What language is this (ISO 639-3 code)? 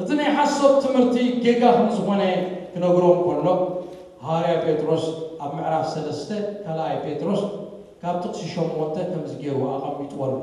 tir